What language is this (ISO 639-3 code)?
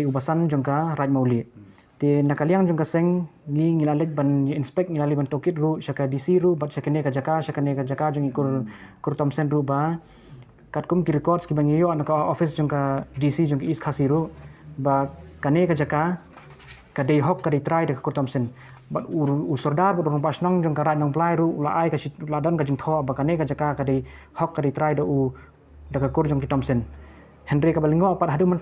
kha